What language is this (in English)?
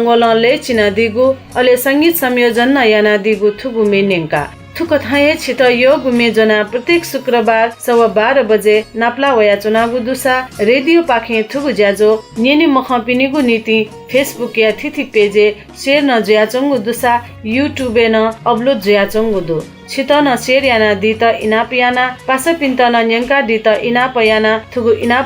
Newari